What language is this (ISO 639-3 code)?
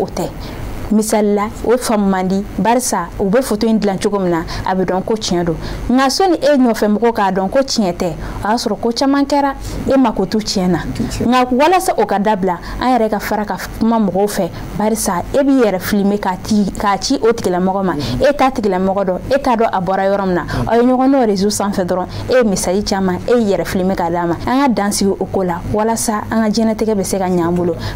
bam